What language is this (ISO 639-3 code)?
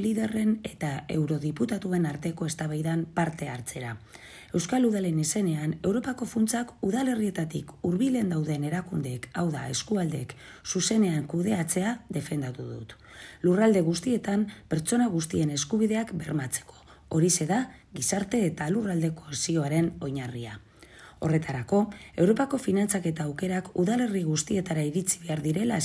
eus